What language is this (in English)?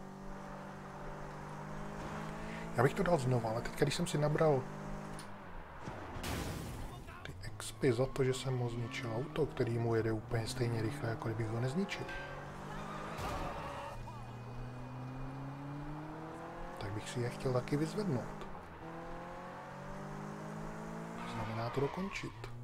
Czech